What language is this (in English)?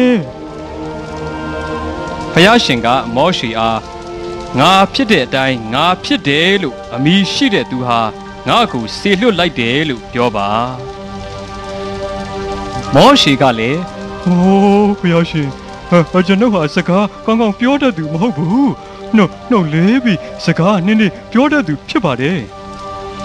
Burmese